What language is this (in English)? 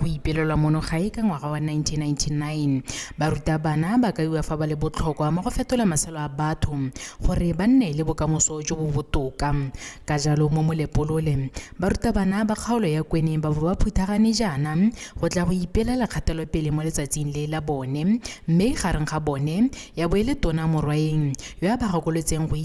Tswana